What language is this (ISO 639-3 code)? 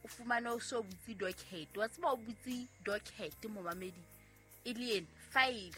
sot